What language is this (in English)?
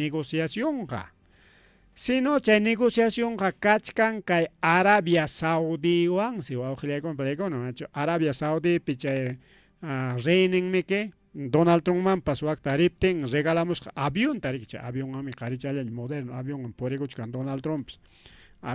Ayacucho Quechua